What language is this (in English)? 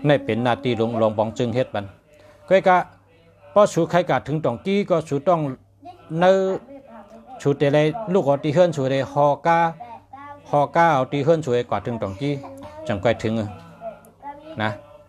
Shan